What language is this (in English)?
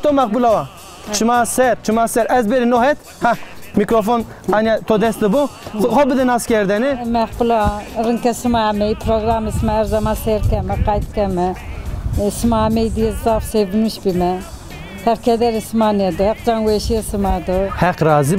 Zaza